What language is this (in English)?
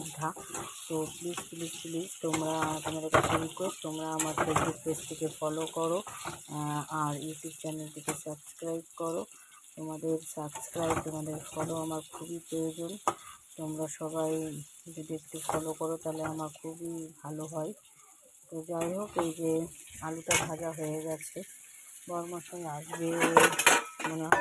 Bangla